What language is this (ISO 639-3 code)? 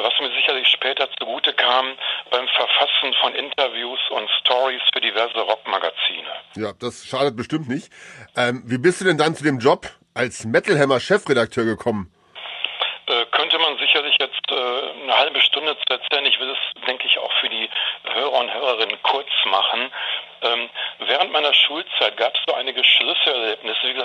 deu